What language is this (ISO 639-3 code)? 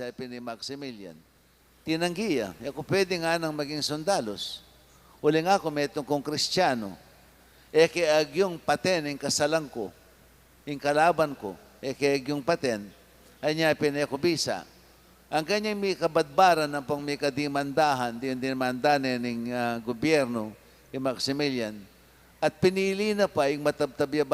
pam